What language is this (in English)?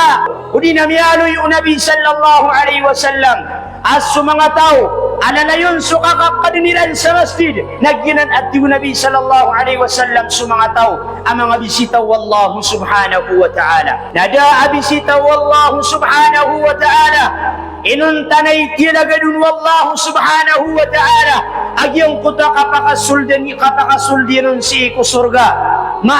Maranao